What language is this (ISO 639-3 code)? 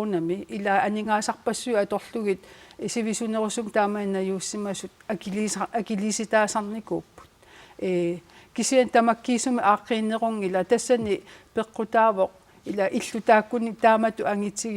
kal